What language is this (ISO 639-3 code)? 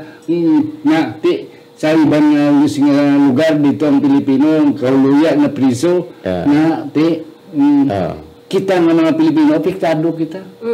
hil